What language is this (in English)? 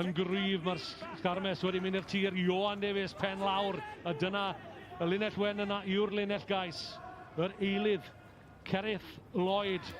Welsh